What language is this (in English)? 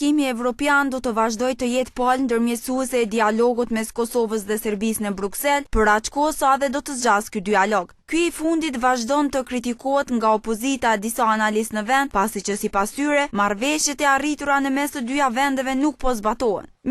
Albanian